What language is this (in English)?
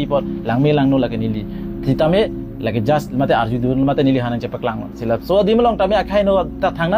Karbi